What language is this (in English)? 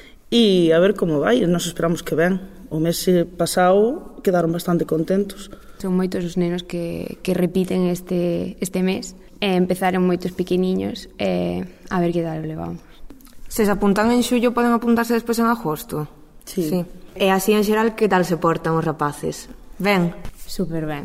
Galician